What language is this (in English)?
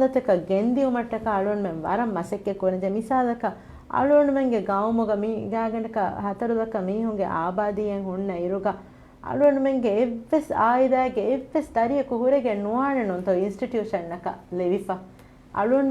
Divehi